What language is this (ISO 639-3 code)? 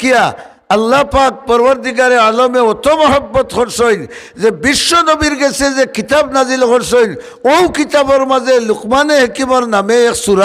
syl